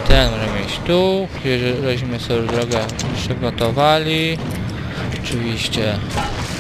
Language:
Polish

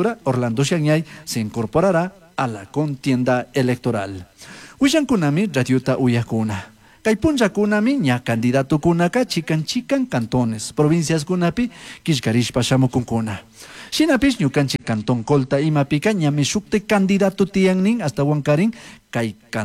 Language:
Chimborazo Highland Quichua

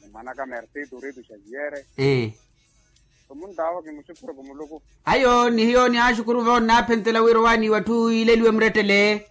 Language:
Makhuwa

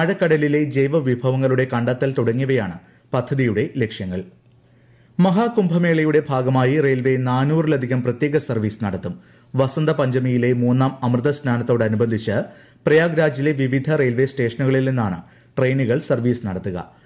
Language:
Malayalam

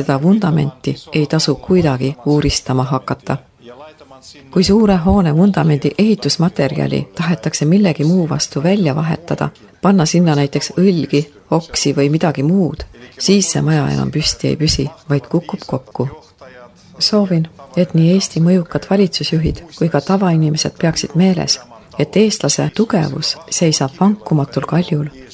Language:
Estonian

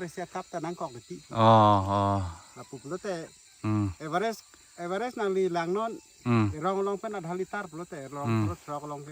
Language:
Karbi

